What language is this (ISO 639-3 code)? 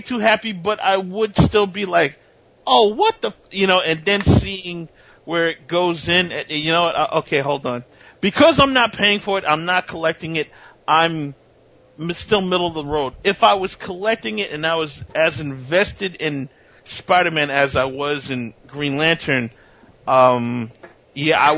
eng